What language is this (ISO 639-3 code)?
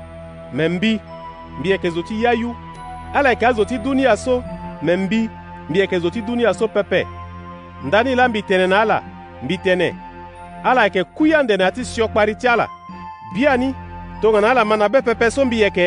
sag